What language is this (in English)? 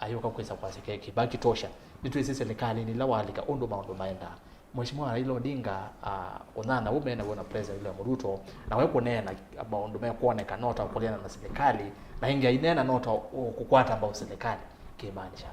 Kamba